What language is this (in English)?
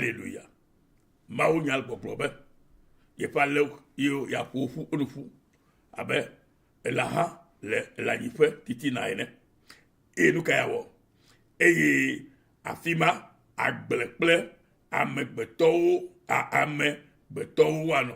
Ewe